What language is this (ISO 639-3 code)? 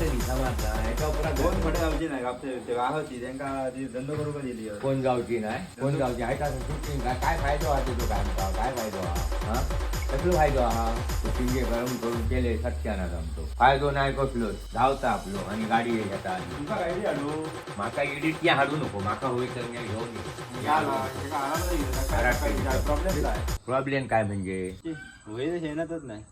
kok